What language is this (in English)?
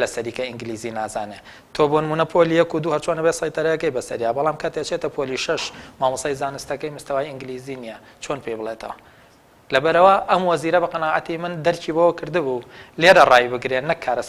Central Kurdish